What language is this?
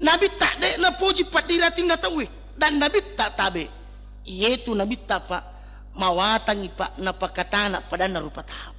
Buginese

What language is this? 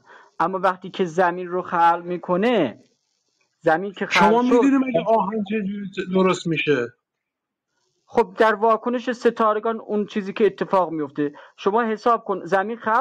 Persian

